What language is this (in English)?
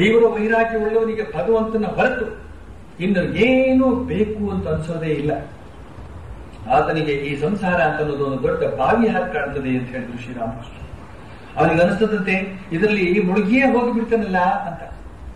Kannada